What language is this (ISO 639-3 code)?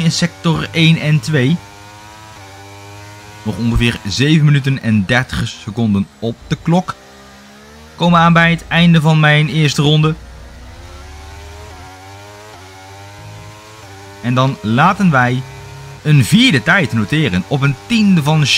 nld